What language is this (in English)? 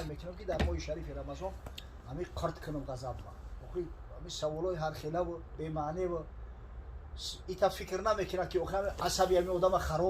Tajik